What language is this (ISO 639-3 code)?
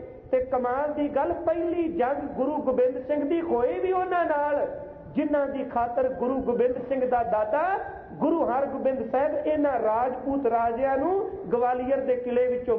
pan